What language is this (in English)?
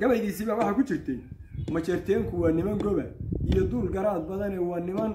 Somali